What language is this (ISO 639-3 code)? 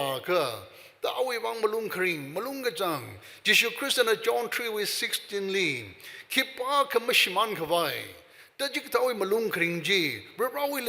nmf